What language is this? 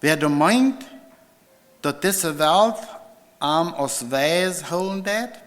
Plautdietsch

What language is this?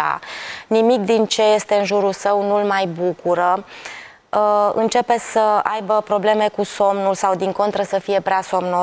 Romanian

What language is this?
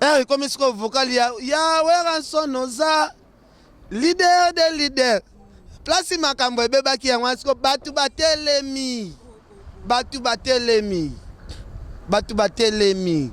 Lingala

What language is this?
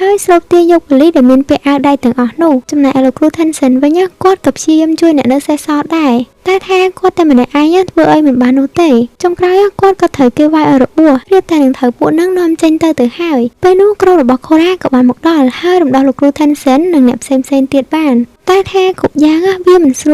Khmer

